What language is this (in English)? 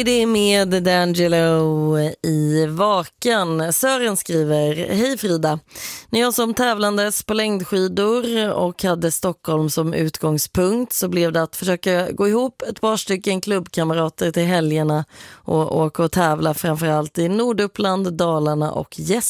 Swedish